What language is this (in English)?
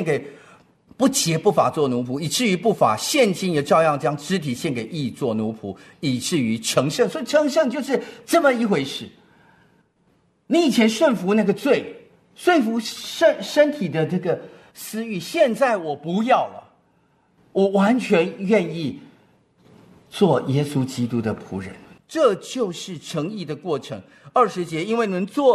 Chinese